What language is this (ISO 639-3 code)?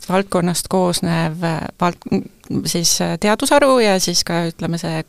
est